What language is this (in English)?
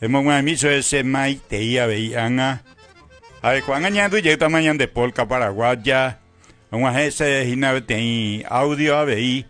Guarani